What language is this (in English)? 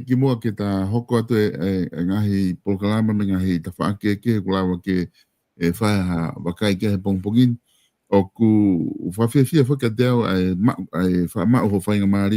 Tongan